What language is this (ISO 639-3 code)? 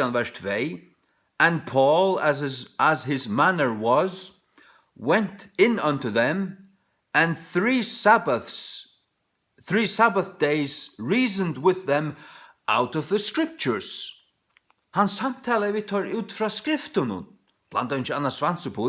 fao